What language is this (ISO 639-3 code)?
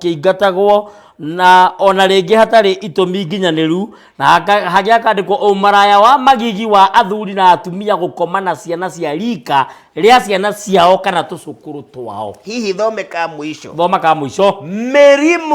kik